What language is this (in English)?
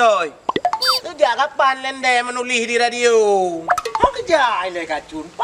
Achinese